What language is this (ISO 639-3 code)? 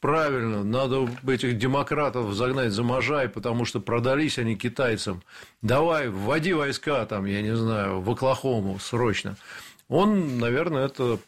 rus